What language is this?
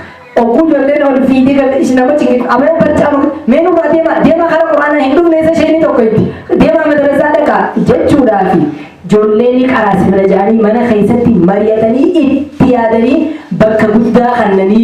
Oromo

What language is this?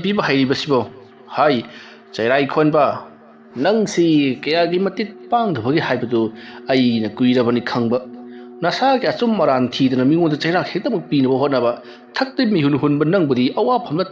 Manipuri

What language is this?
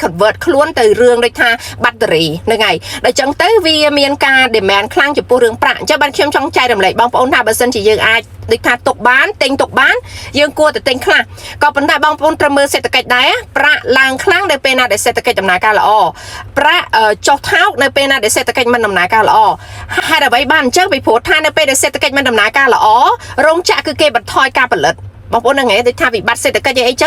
Khmer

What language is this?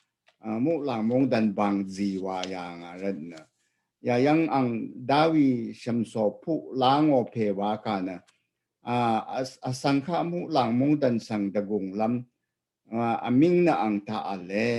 Rawang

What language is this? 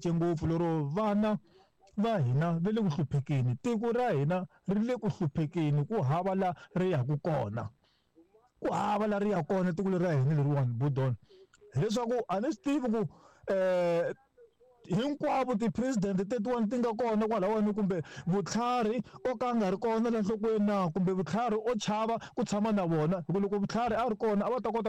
Tsonga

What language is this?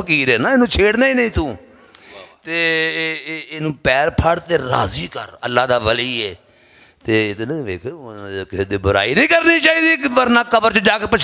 Western Panjabi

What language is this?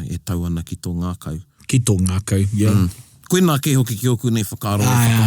Māori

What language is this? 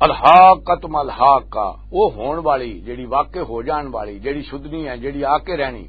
Western Panjabi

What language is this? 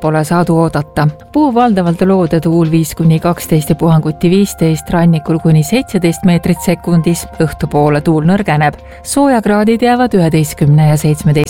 Estonian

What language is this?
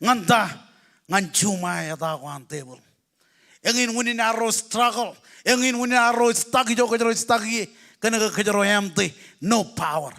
Marshallese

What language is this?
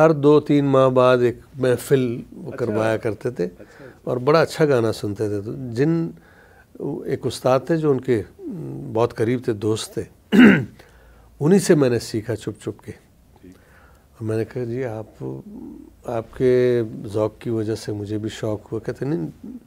Urdu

